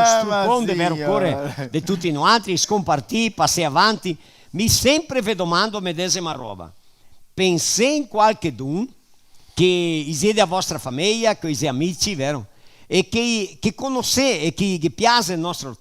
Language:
Venetian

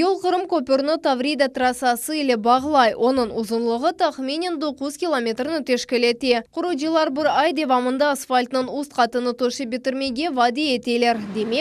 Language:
Crimean Tatar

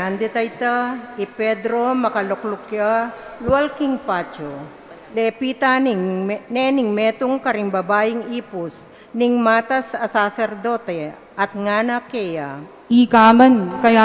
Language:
Pampanga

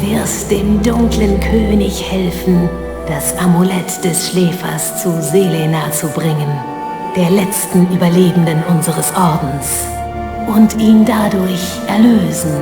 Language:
Bavarian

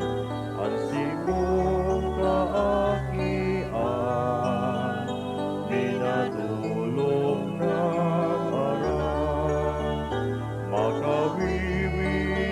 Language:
Bikol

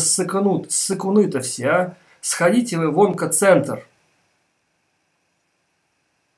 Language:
Russian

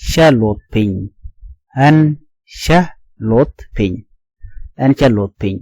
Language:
Nuer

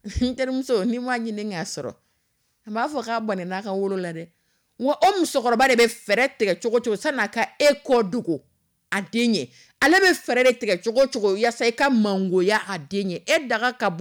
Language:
Dyula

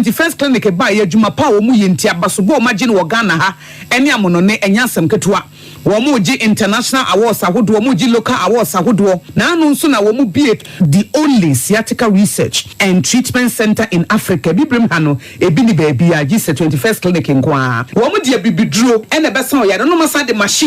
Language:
Akan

